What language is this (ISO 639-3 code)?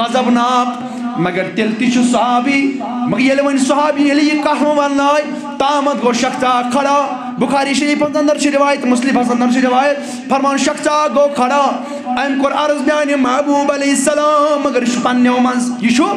kas